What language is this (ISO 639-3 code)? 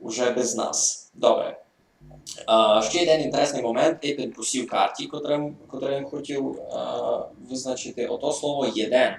rue